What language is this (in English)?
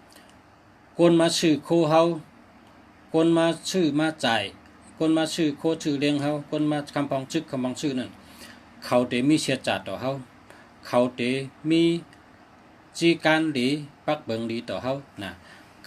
Shan